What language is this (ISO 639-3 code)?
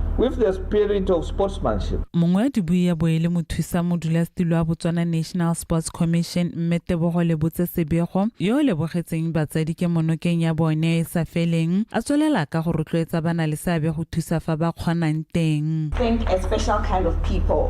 tsn